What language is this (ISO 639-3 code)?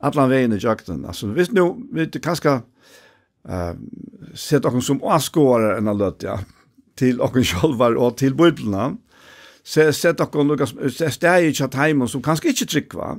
fao